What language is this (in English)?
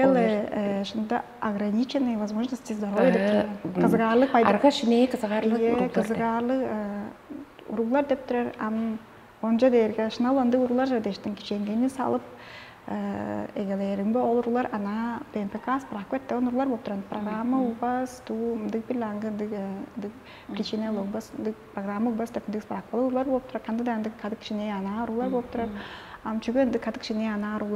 Tuvinian